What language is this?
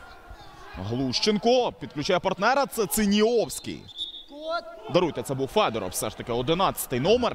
Ukrainian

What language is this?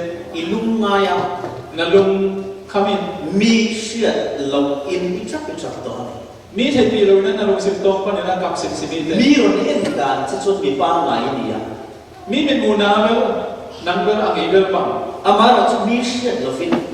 Falam Chin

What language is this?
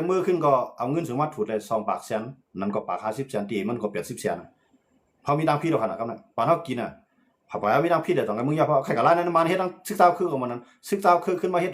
Shan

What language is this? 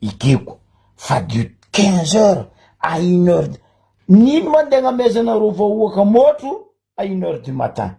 Malagasy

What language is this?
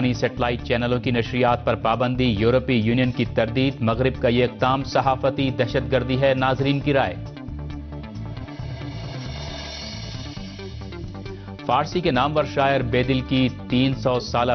Urdu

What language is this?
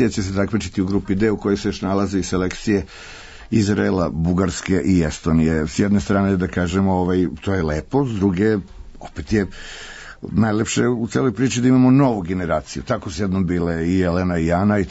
Serbian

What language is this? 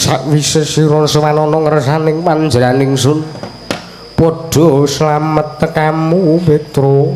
Javanese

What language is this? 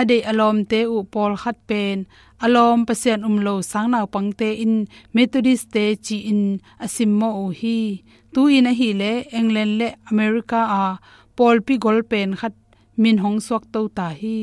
Tedim Chin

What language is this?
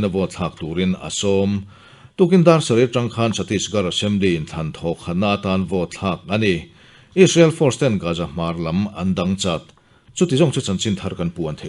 Mizo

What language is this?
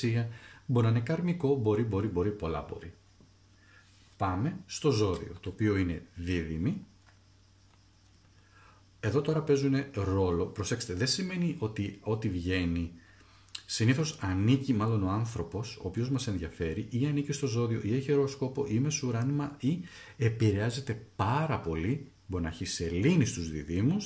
Greek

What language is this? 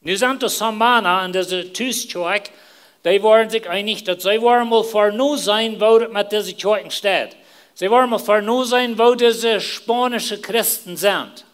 Plautdietsch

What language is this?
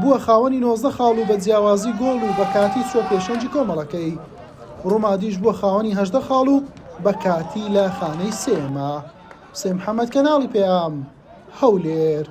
Central Kurdish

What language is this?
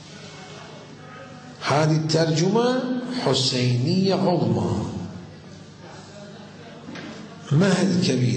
Arabic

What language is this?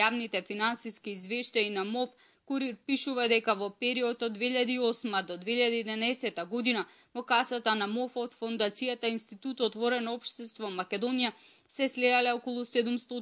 Macedonian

